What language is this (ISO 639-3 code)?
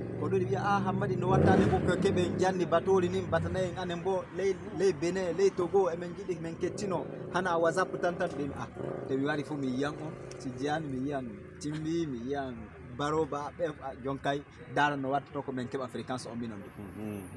ful